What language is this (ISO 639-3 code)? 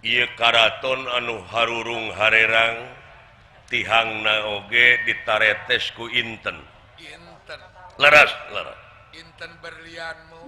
sun